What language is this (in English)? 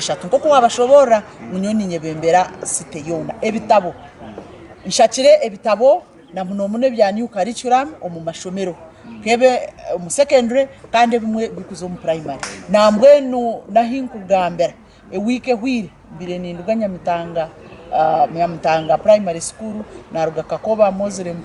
Nyankole